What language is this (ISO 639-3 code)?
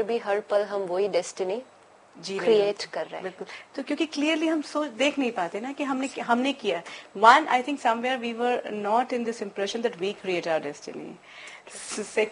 hin